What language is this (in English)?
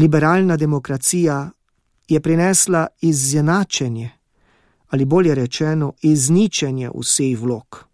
Slovenian